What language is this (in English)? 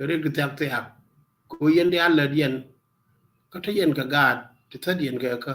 Nuer